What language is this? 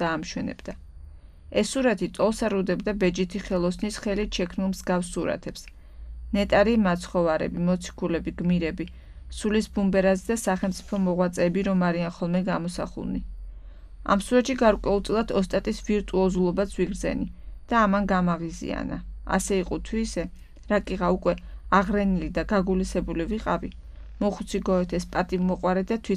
Georgian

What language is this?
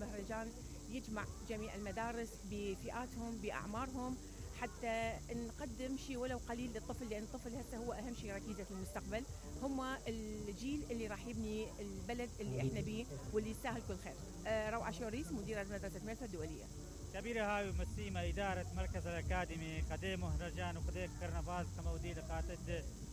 Mesopotamian Arabic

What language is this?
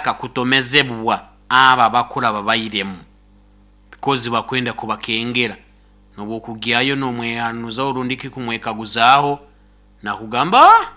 Nyoro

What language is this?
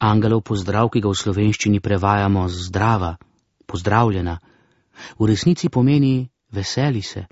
Slovenian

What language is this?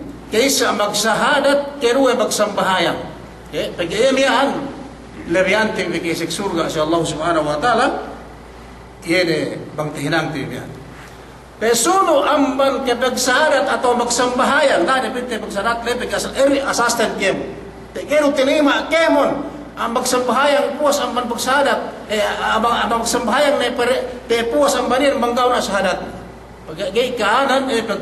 Yakan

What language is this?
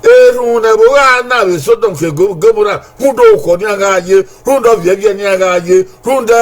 Bini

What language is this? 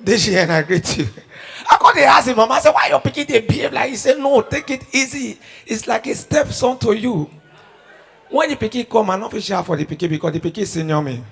Nigerian Pidgin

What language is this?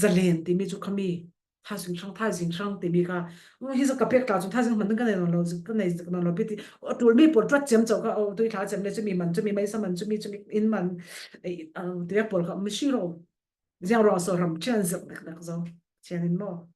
Falam Chin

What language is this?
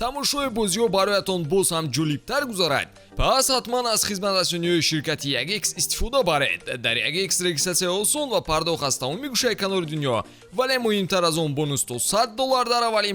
Tajik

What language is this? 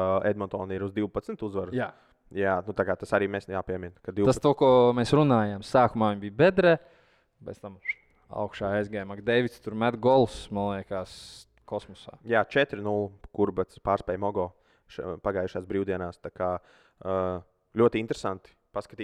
Latvian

